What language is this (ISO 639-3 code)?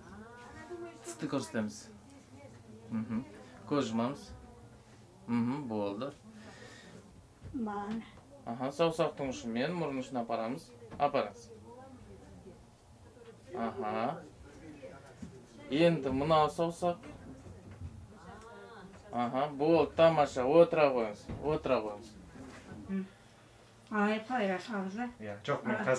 kaz